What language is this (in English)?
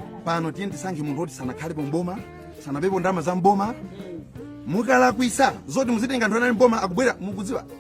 Nyanja